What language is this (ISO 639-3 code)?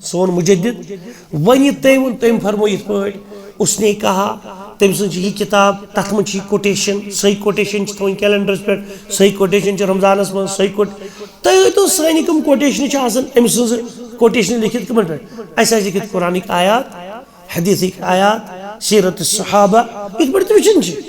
kas